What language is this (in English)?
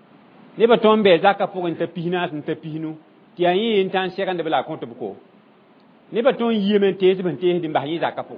Mossi